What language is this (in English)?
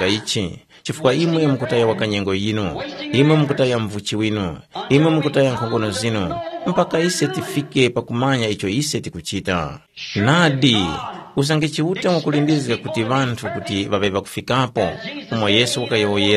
Tumbuka